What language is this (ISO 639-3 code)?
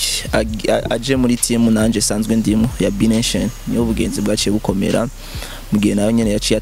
run